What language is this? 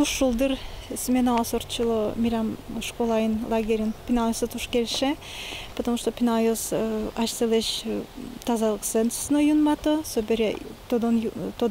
Udmurt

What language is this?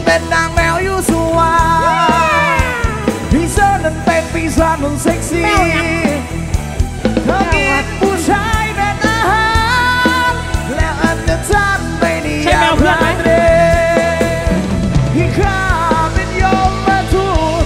Thai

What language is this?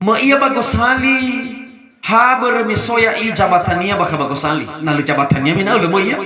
Nias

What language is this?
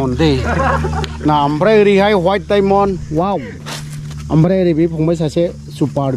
Bodo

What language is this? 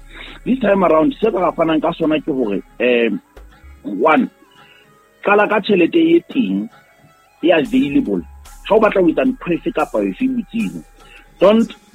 Southern Sotho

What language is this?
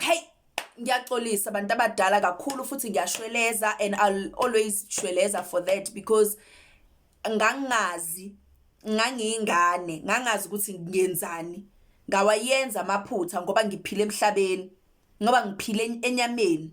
Zulu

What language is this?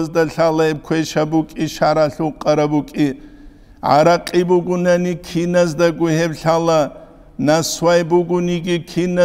Avaric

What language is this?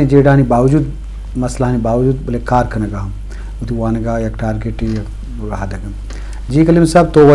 Eastern Balochi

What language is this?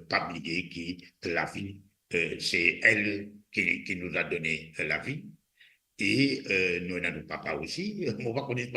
Morisyen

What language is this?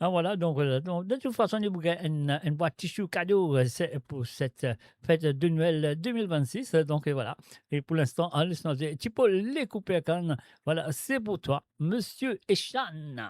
Morisyen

